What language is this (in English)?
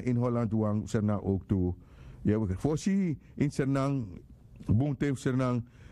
Sranan Tongo